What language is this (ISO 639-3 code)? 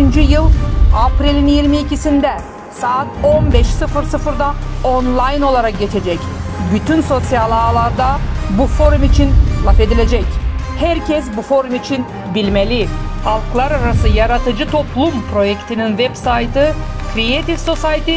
gag